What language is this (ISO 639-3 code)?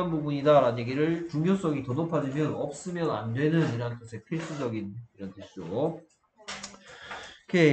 kor